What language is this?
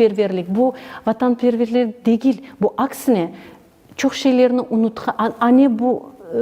Crimean Tatar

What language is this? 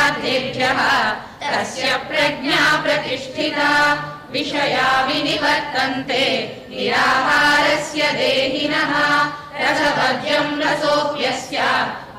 Sanskrit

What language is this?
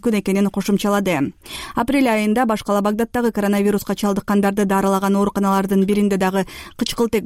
Kyrgyz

